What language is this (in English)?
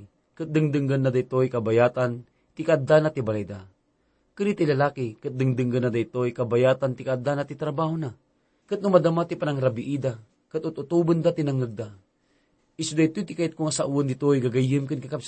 Iloko